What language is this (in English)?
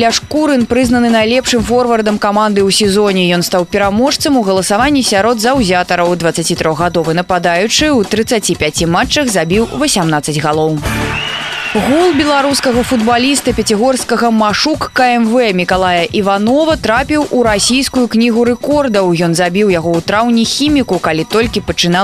Belarusian